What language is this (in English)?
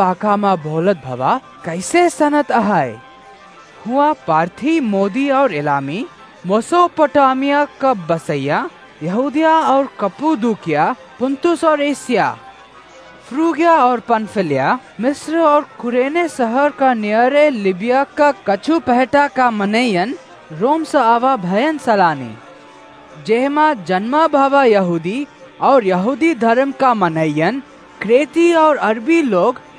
Awadhi